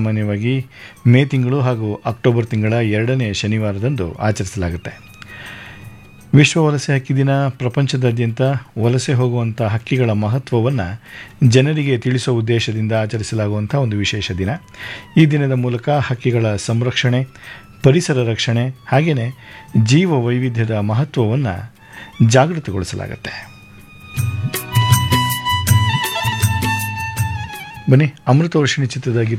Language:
Kannada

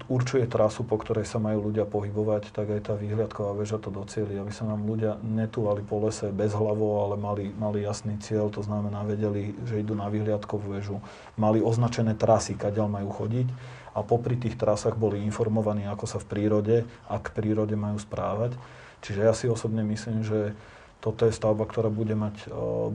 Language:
Slovak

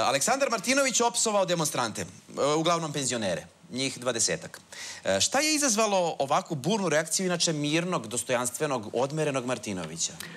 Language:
Serbian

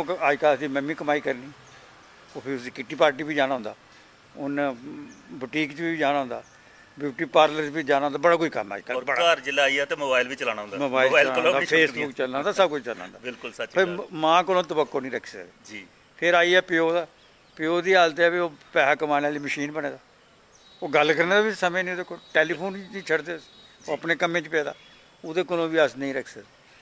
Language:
Dogri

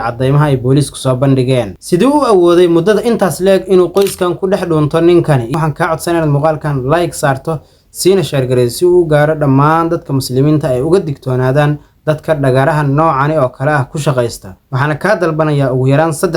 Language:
Somali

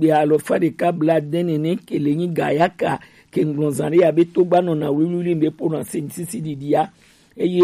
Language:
Gen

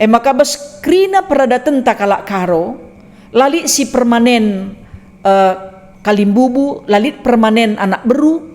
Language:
Batak Karo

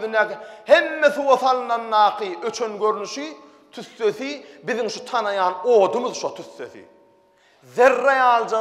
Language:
Turkmen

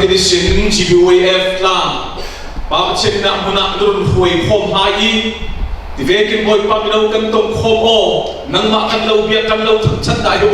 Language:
Falam Chin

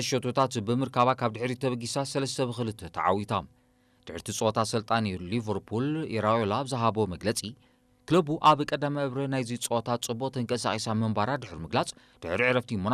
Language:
Tigrinya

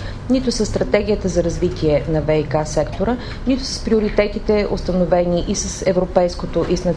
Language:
Bulgarian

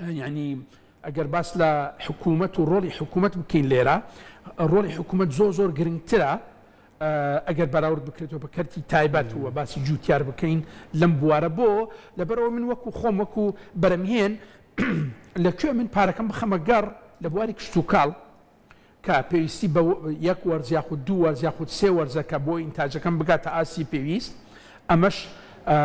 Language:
Central Kurdish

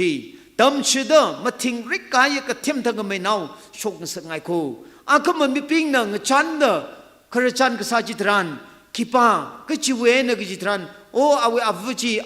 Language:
Tangkhul Naga (India)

